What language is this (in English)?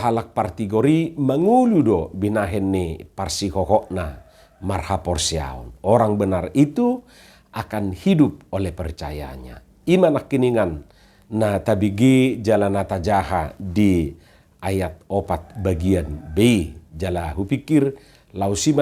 Batak Toba